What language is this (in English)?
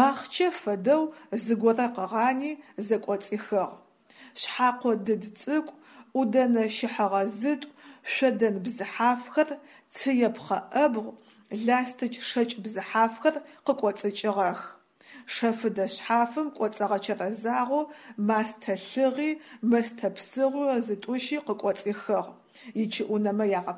Adyghe